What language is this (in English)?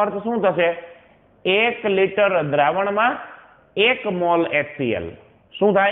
Gujarati